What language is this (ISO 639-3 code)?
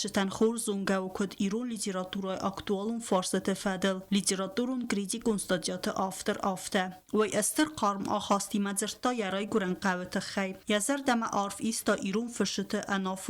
oss